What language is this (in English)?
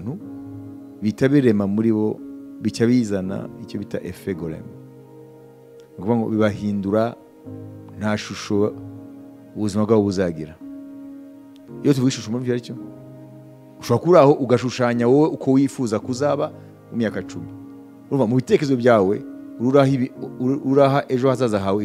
Kinyarwanda